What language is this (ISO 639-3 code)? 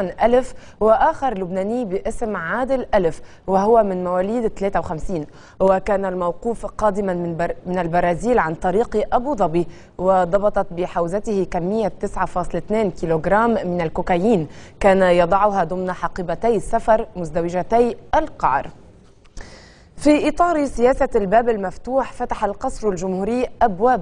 apc